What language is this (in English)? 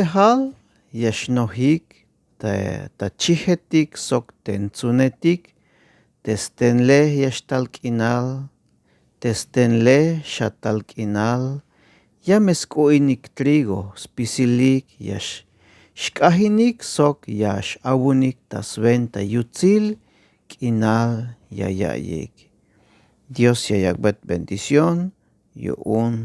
Tzeltal